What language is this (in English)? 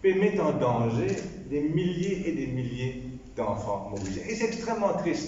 Morisyen